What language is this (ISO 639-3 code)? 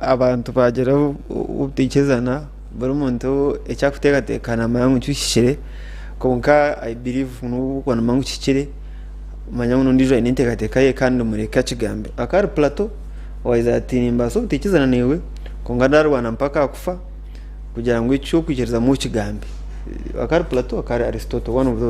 nyn